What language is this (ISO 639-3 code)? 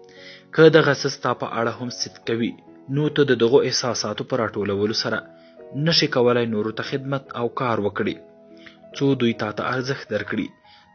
pus